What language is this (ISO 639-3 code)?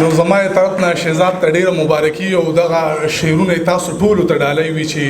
pus